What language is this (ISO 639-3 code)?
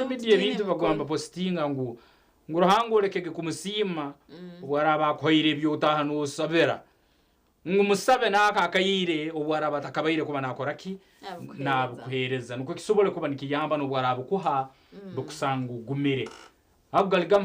nyn